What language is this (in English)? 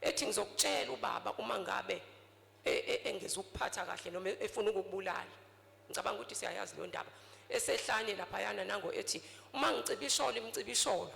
Zulu